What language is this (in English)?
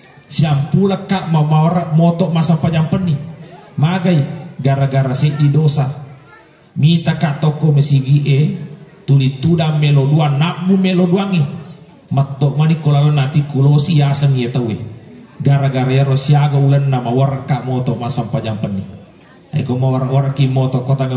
Buginese